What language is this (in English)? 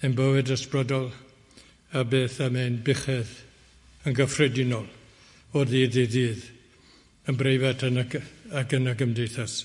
Welsh